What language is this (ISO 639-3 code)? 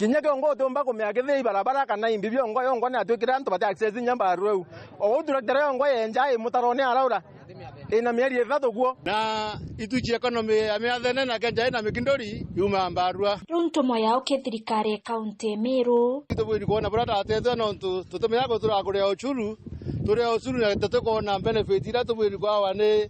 mer